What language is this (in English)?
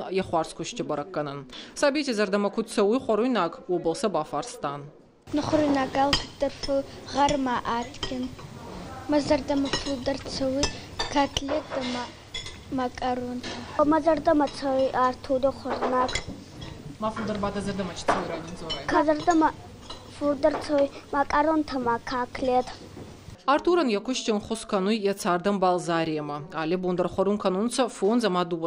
Ossetic